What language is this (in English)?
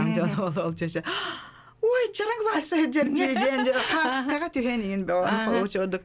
Yakut